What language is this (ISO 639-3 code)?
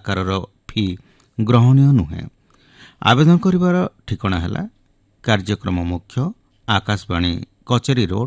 ori